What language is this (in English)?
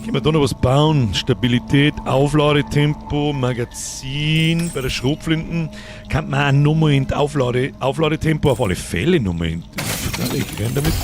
Bavarian